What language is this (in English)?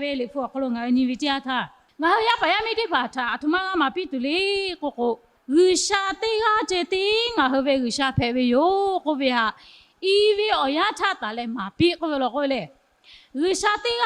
Lahu